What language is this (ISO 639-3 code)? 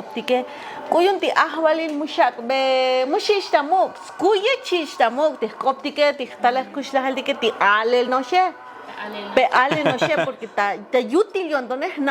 tzo